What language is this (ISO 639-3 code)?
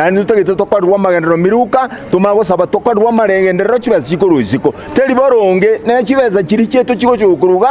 guz